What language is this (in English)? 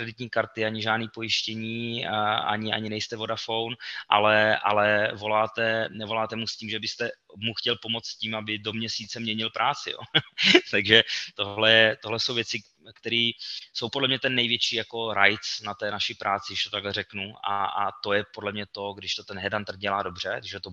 Czech